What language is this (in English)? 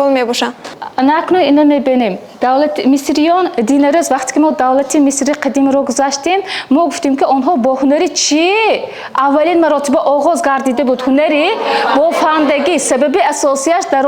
Tajik